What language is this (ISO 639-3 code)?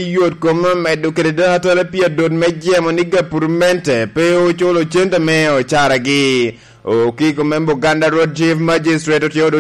laj